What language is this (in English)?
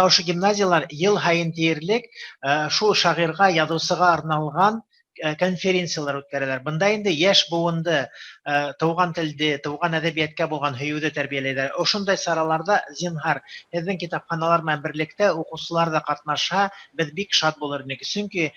Bashkir